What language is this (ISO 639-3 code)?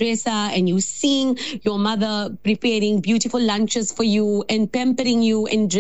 eng